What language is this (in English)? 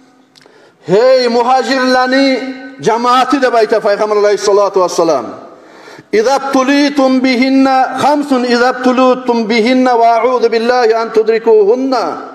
Kumyk